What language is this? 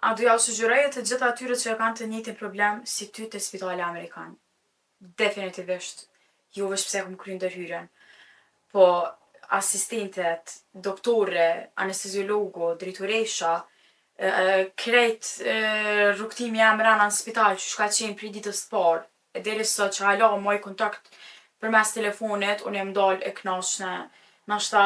Albanian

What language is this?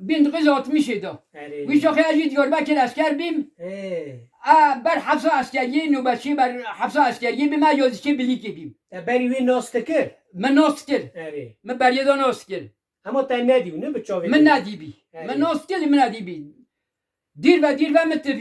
Kurdish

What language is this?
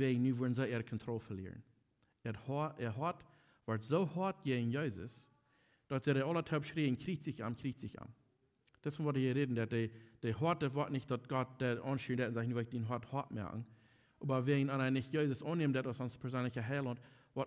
Plautdietsch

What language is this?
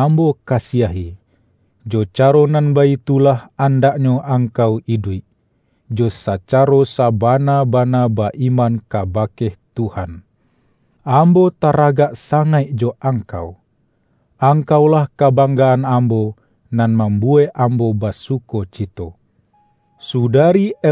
Minangkabau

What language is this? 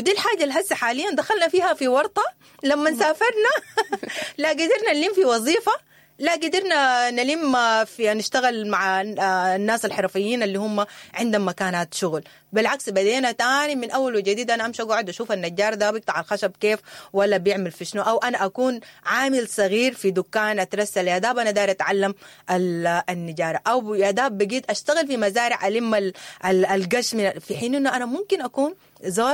Sudanese Arabic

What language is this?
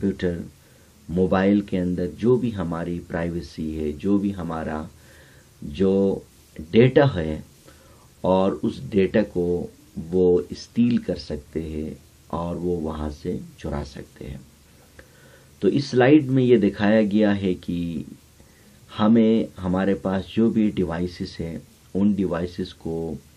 Urdu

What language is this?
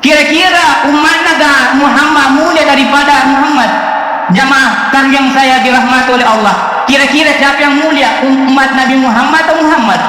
Buginese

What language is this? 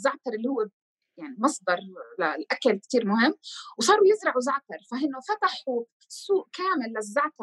North Levantine Arabic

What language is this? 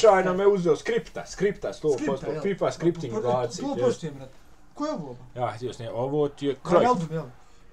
Bosnian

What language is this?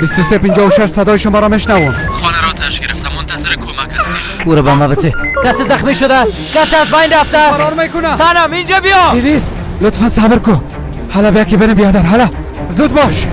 Persian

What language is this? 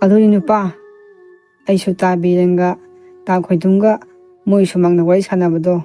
Manipuri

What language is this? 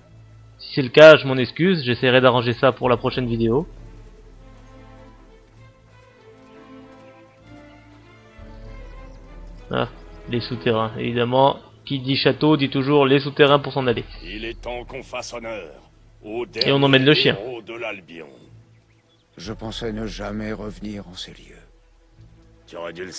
French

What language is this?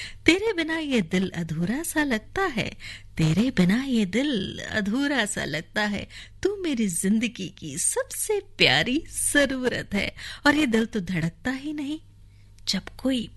Hindi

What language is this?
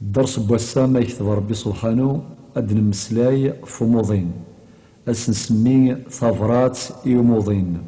Kabyle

